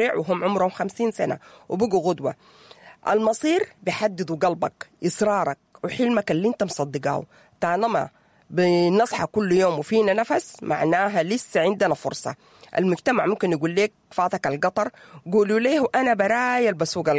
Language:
Sudanese Arabic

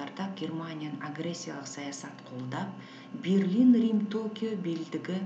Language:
Kazakh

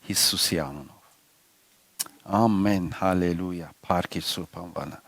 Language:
Western Armenian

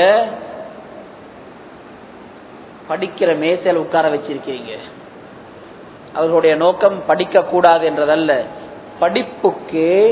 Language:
Tamil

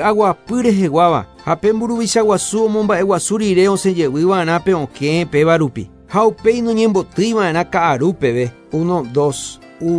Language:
Guarani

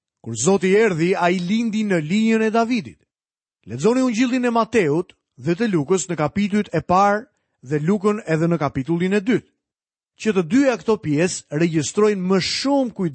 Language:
Albanian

